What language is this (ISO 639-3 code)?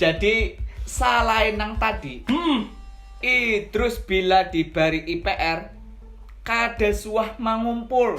bjn